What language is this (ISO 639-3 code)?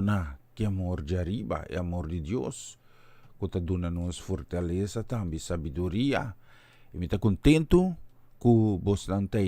pap